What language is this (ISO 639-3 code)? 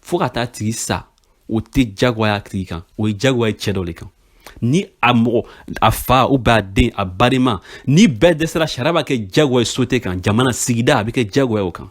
bam